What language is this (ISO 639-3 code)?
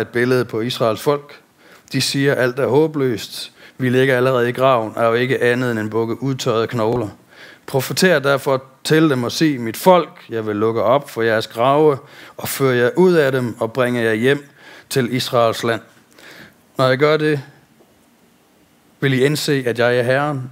dan